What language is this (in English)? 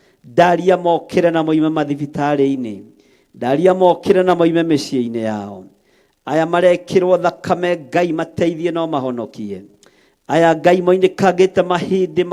Kikuyu